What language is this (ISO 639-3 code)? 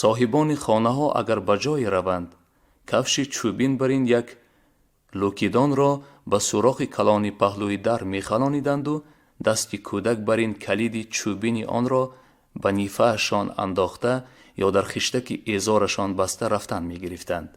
tgk